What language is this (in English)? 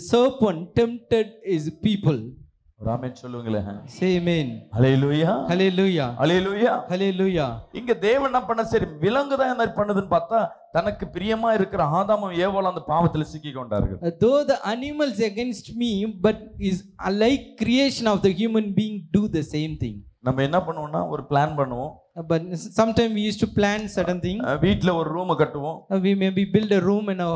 Tamil